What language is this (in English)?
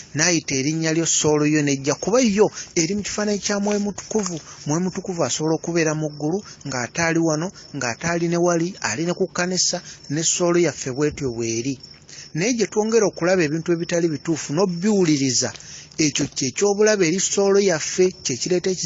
Ganda